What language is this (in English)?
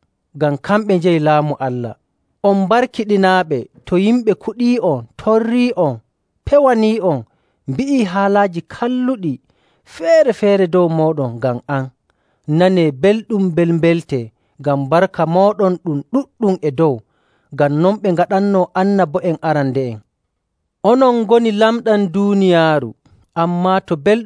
Nigerian Fulfulde